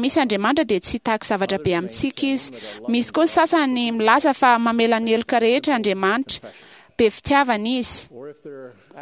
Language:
Malagasy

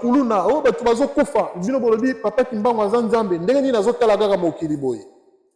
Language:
Lingala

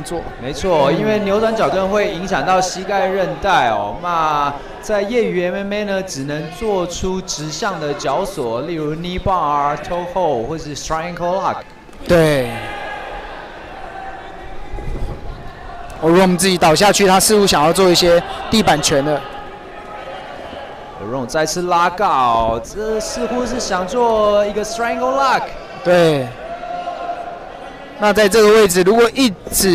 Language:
Chinese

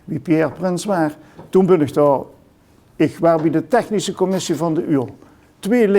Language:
Limburgish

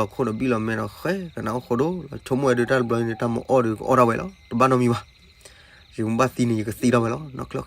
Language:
S'gaw Karen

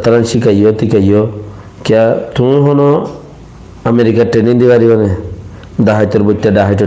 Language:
Rohingya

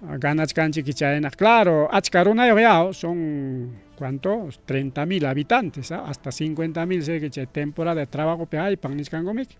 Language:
Ayacucho Quechua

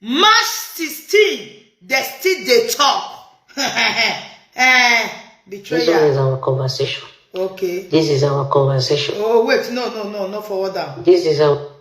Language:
Nigerian Pidgin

